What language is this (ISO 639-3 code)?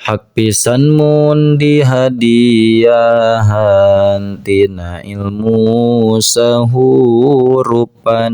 sun